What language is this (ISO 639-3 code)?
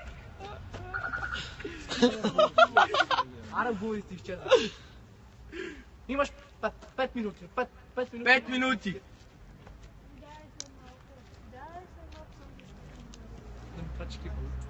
bul